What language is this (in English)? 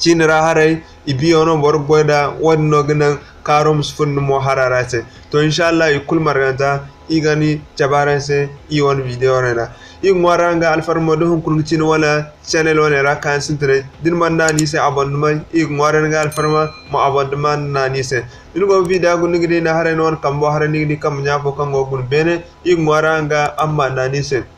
Zarma